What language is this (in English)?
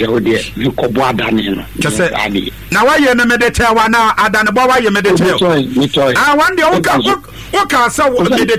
Akan